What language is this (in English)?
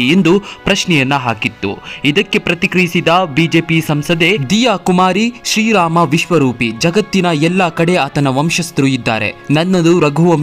Kannada